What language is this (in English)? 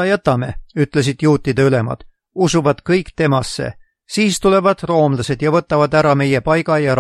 Estonian